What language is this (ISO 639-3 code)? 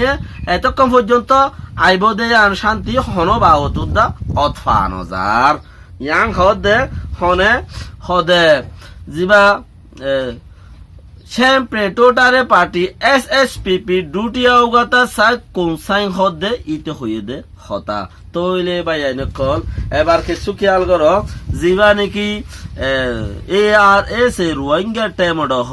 rhg